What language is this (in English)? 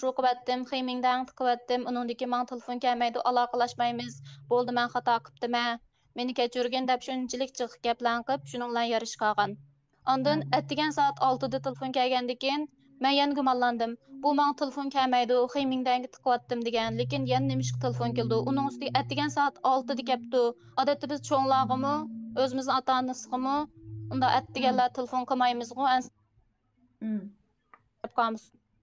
Uyghur